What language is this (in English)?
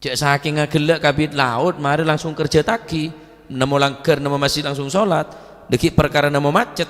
Madurese